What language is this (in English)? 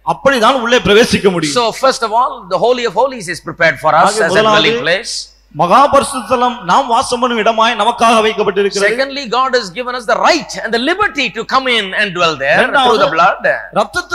Tamil